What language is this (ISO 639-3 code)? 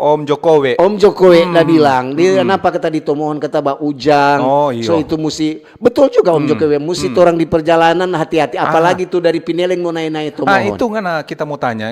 xmm